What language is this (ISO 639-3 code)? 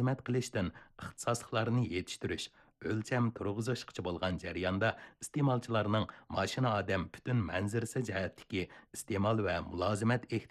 uig